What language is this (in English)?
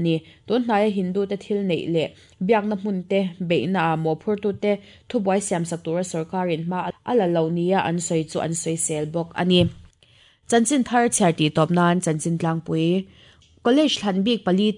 Mizo